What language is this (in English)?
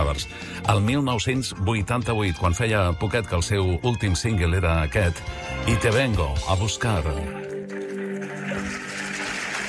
Catalan